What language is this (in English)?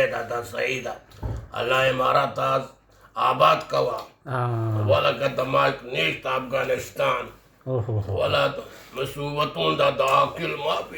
Eastern Balochi